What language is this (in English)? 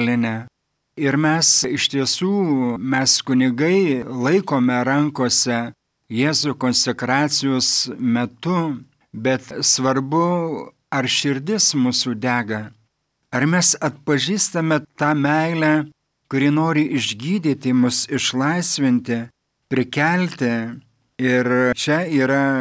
Lithuanian